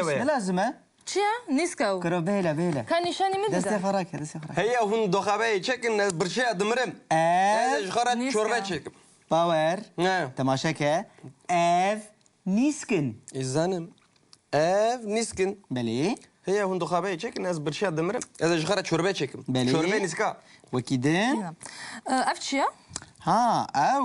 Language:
Kurdish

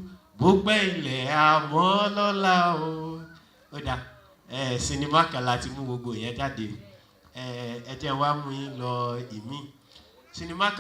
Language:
Yoruba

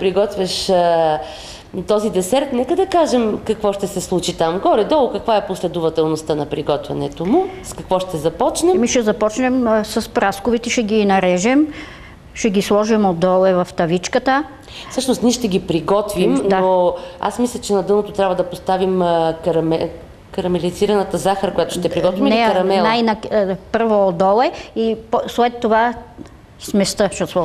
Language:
Bulgarian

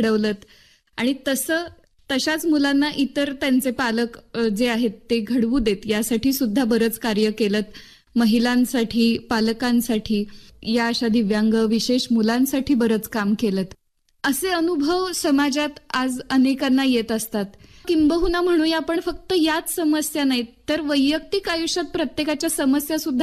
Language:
Marathi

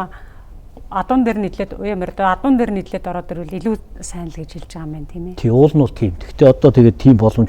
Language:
Mongolian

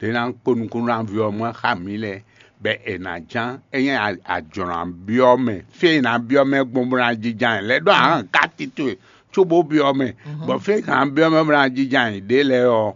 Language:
Fon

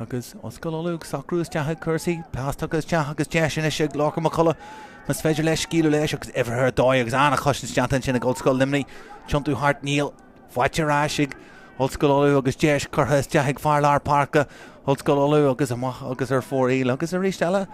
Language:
Irish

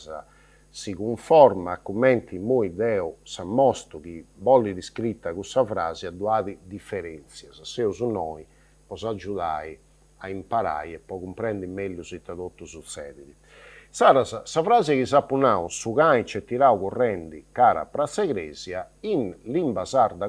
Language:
Sardinian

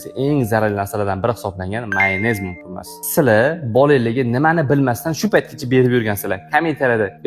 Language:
Uzbek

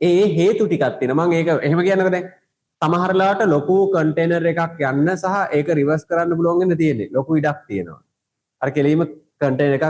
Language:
Sinhala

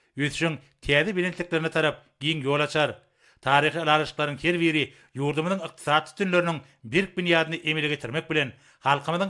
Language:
Turkmen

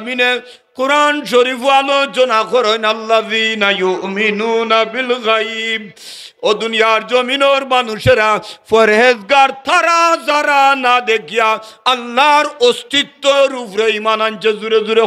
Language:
Sylheti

